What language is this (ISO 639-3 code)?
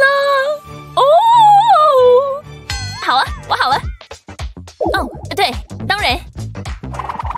zho